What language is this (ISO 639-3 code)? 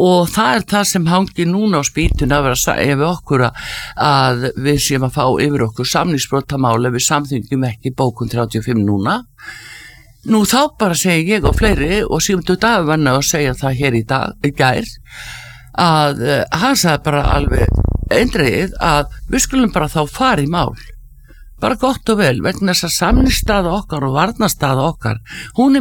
isl